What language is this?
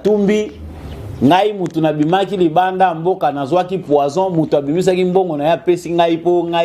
Lingala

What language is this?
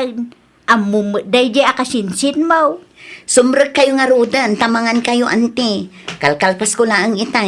Iloko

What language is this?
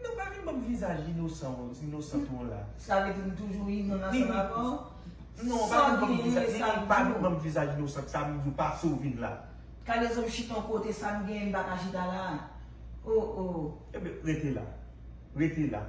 Haitian Creole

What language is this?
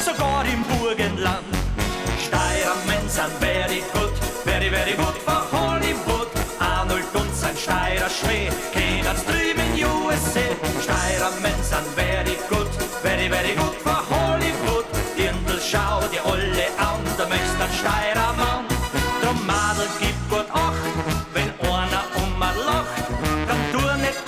Bavarian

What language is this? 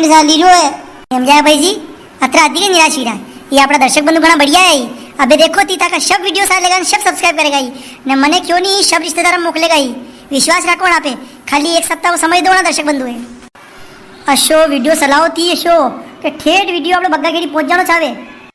Rajasthani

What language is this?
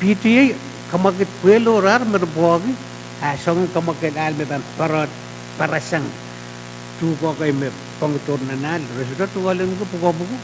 Pohnpeian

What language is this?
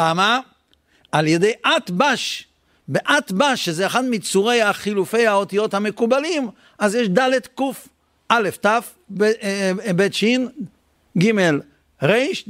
Hebrew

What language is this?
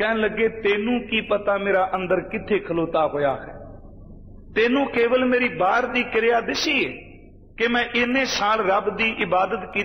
Punjabi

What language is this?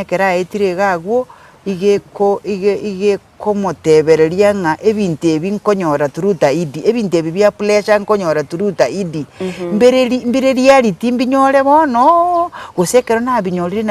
Gusii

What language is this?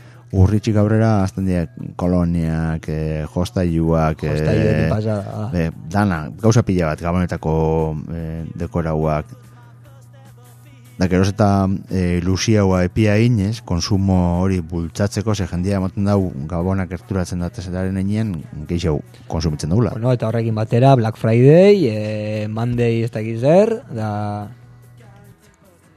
Basque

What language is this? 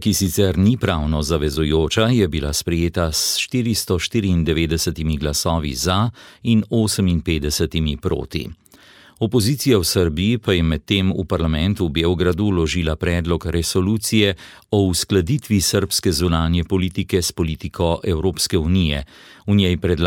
Slovenian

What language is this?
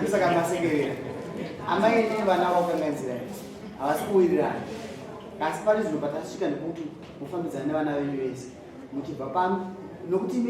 Shona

